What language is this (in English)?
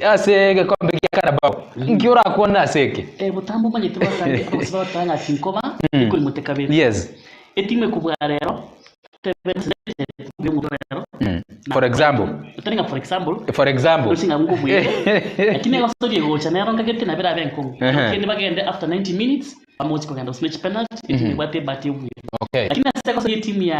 Gusii